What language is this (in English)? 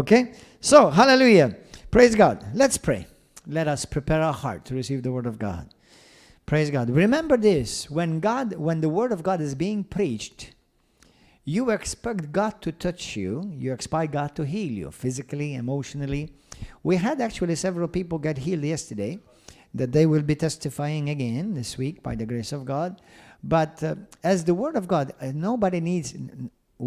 English